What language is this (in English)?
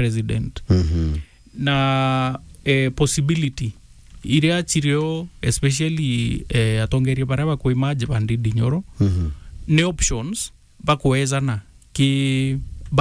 Meru